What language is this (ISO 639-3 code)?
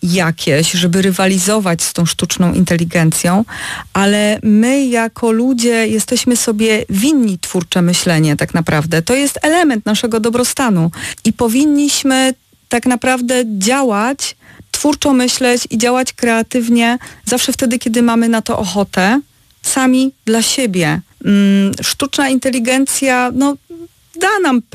pol